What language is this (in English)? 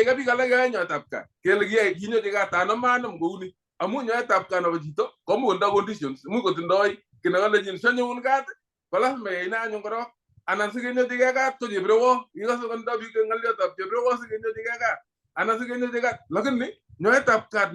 Kalenjin